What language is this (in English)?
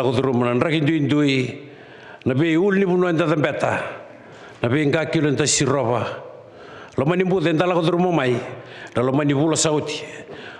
Fijian